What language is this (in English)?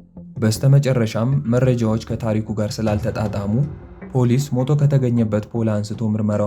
Amharic